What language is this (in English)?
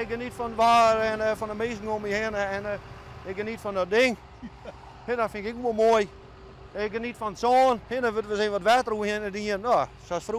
Western Frisian